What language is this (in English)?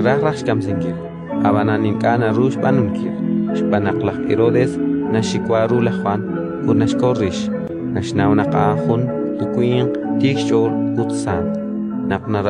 Kekchí